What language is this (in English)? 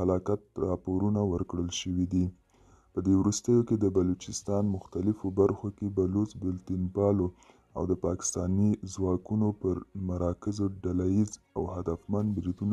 Pashto